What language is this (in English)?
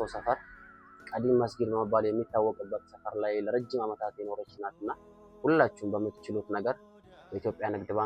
Amharic